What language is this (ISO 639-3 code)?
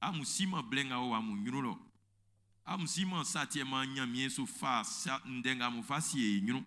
bci